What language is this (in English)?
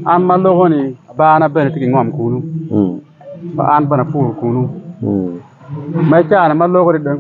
Acoli